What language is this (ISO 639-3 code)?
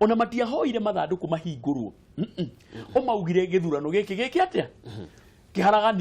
kik